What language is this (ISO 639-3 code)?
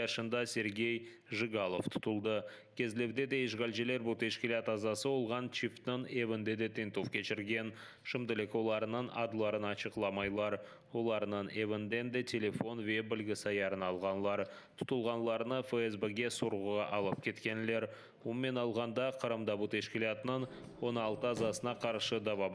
crh